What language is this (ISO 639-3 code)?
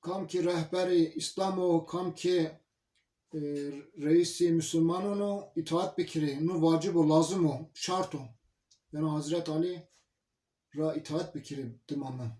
zza